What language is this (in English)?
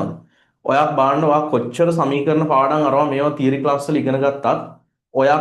Sinhala